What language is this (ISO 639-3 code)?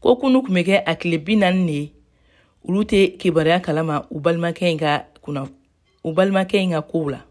bam